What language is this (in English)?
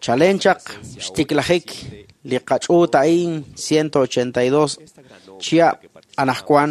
Kekchí